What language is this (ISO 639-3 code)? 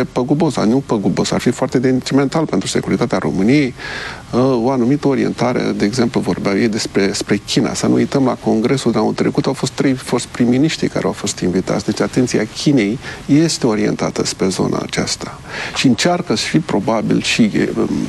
ron